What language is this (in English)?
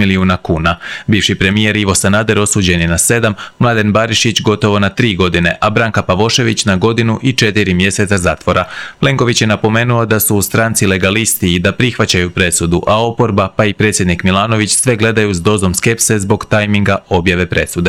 Croatian